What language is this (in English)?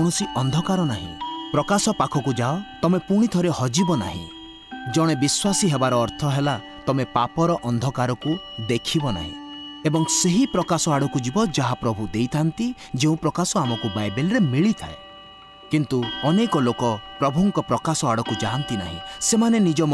Odia